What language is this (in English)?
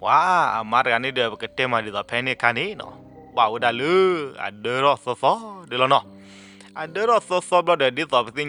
S'gaw Karen